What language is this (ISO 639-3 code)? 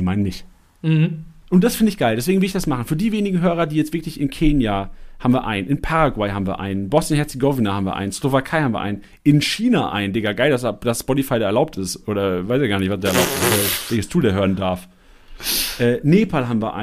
deu